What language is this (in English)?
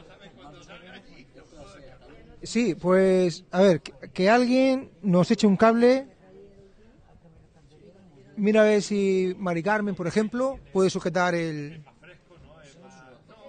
Spanish